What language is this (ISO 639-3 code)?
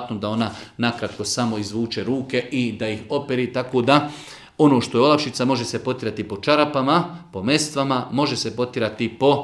bos